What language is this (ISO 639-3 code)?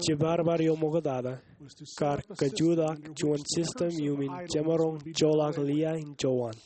mah